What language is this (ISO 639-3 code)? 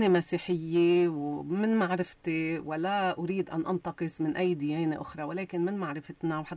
apc